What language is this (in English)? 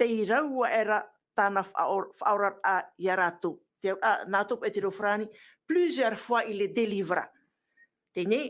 Tahitian